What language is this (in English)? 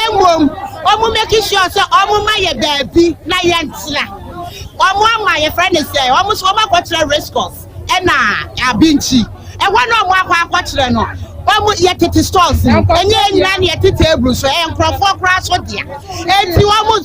Akan